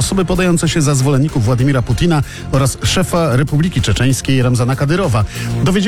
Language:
Polish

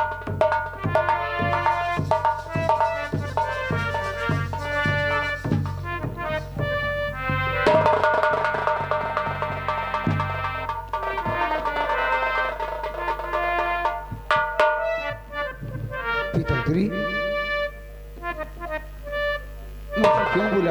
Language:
Hindi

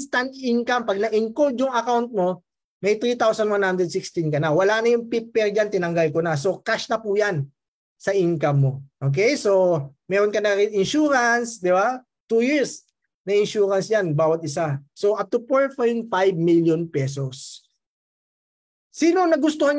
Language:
Filipino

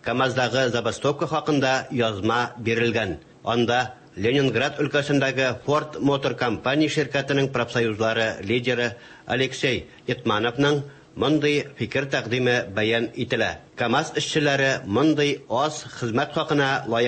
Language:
Tatar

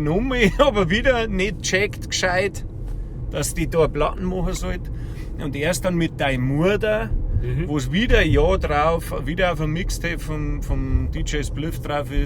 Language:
Bavarian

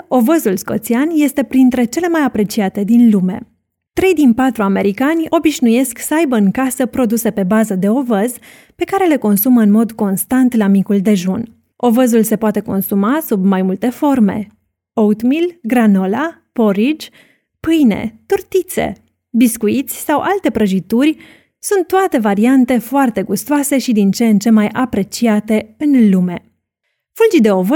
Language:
Romanian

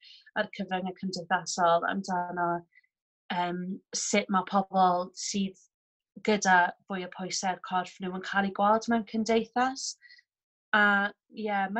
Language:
Welsh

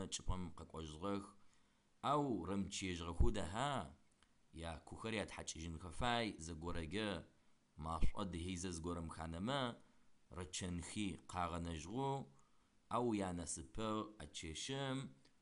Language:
Adyghe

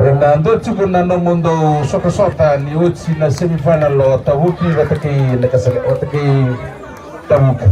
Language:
Fijian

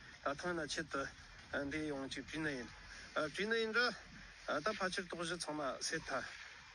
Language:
Tibetan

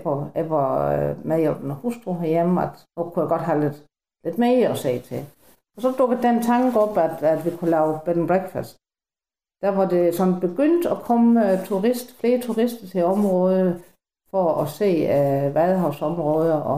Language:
Danish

